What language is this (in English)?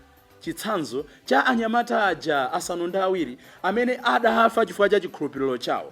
Nyanja